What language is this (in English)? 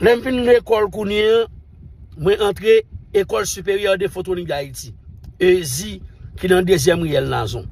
Haitian Creole